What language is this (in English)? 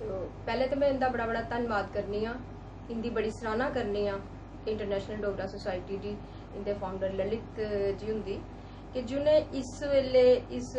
Dogri